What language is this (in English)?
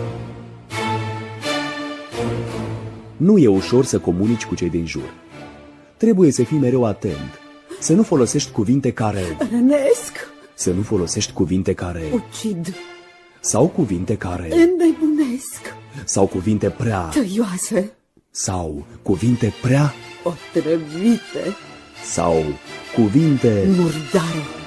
Romanian